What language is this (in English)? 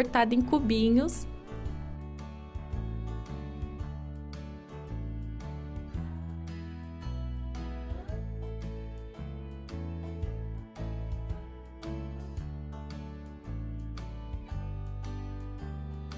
Portuguese